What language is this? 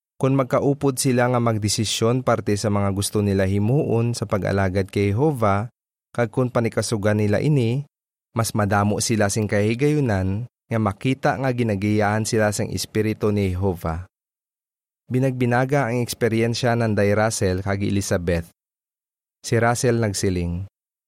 Hiligaynon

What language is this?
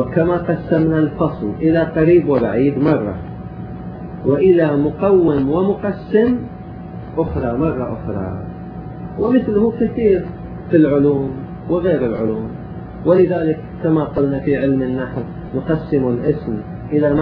Arabic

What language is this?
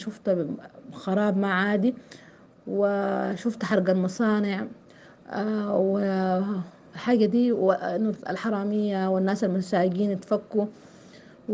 Sudanese Arabic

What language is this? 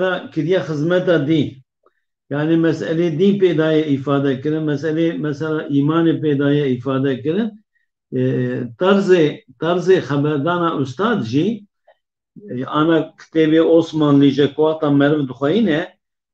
Kurdish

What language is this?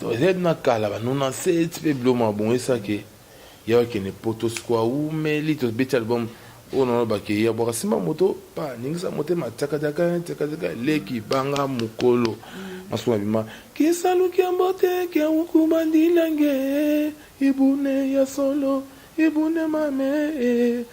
Lingala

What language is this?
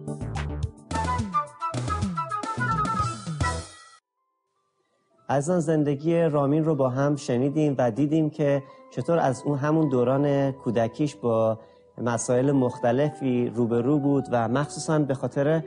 Persian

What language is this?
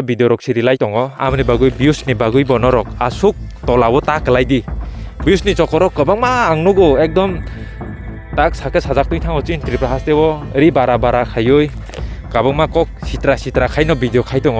Kok Borok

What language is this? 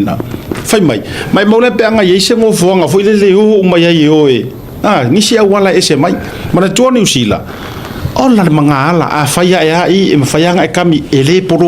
Samoan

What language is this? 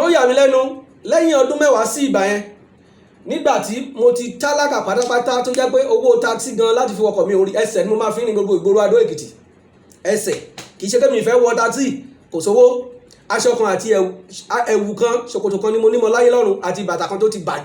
Yoruba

